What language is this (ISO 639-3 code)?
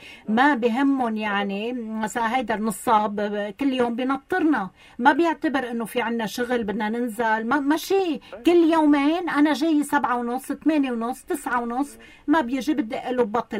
apc